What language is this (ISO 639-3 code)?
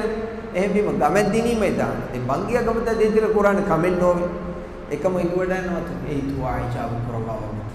div